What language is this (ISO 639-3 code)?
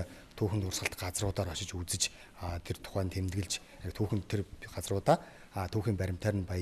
mon